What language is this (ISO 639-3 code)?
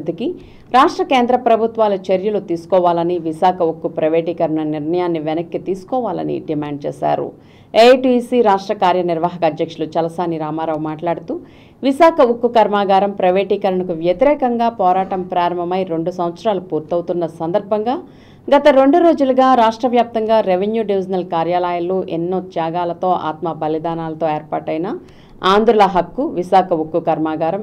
tel